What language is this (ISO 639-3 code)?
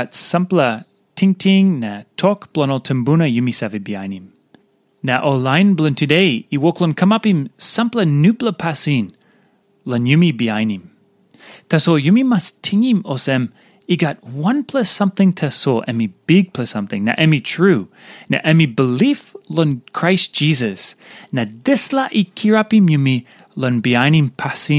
tpi